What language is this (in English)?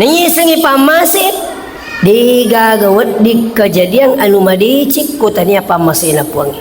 Buginese